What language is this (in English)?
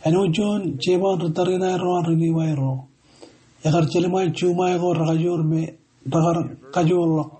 Marshallese